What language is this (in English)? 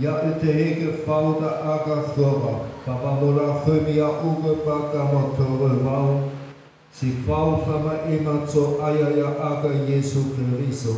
Nias